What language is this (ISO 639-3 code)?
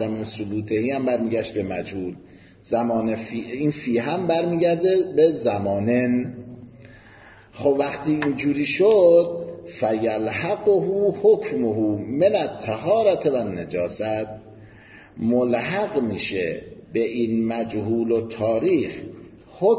fas